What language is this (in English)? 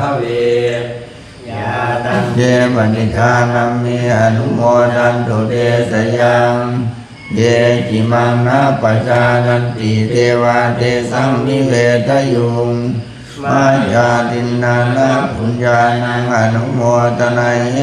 Pali